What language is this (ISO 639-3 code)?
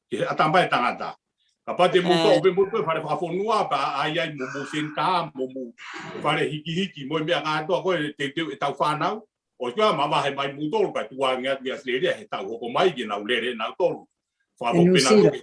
ton